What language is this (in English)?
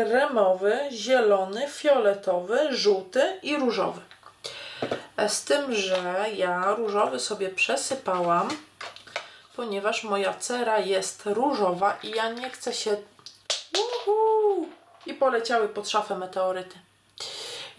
Polish